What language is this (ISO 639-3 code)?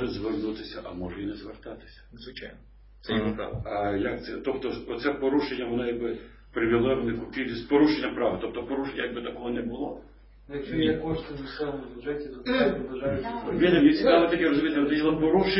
ukr